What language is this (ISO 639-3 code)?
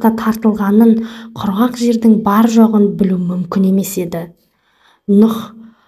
kaz